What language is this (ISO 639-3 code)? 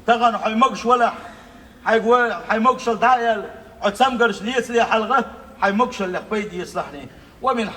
che